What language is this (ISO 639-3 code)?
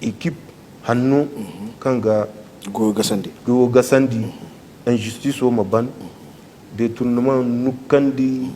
dje